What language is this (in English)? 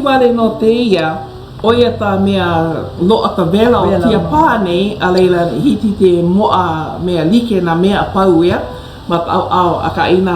Hawaiian